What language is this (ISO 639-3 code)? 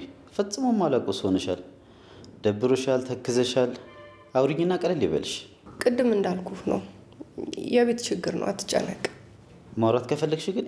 amh